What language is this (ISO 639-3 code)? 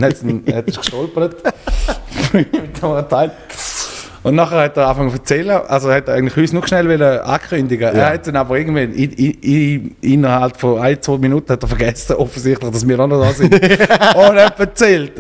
gsw